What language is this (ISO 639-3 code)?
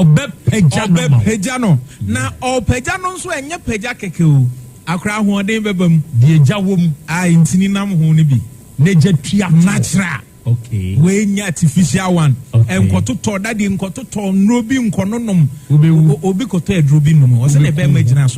aka